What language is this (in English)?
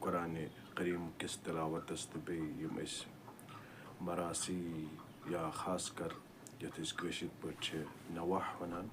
Kashmiri